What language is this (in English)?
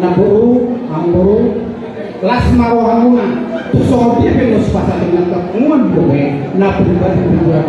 Batak Toba